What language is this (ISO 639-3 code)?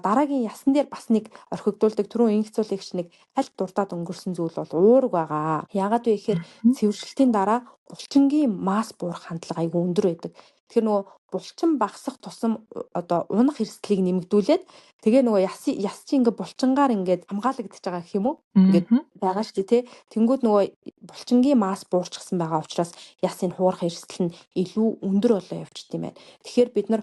mon